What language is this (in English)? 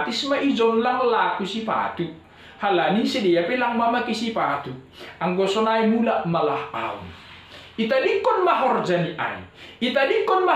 Batak Simalungun